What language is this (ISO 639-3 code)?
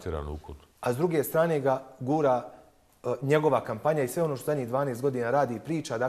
bos